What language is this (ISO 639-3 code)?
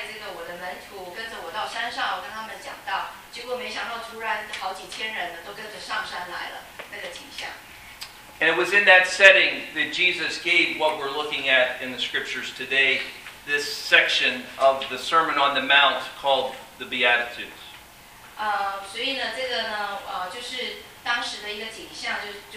zho